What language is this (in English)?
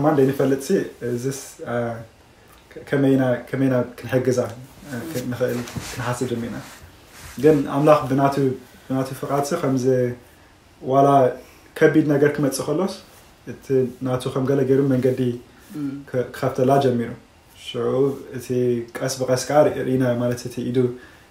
Tigrinya